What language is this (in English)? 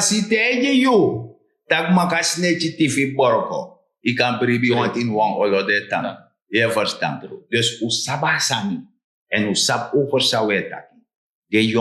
Sranan Tongo